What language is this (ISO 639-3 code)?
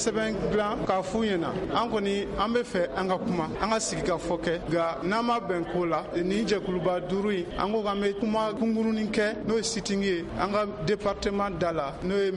bam